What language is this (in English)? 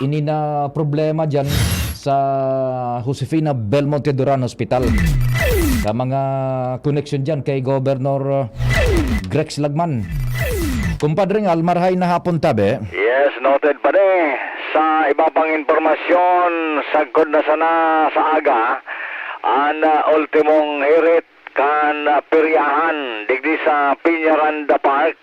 Bikol